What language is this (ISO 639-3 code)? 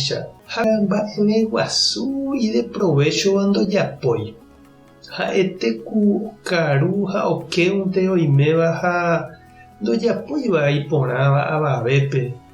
grn